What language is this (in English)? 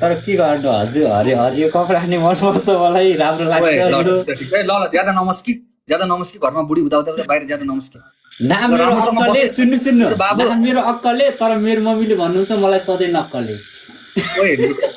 Nepali